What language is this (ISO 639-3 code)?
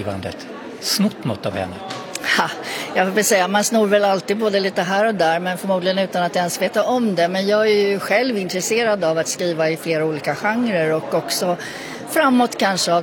swe